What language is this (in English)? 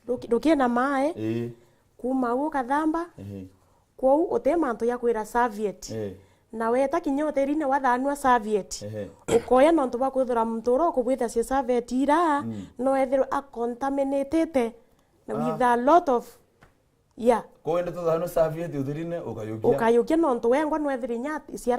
Meru